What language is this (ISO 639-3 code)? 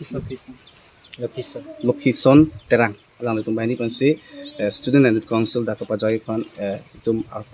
mjw